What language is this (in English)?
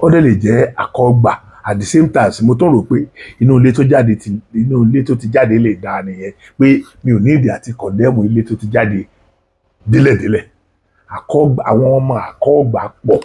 Yoruba